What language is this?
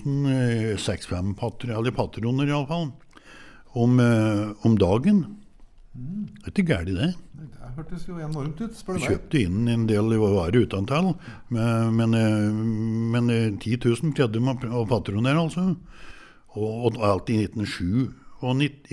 Norwegian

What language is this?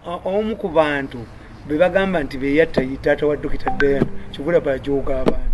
Ganda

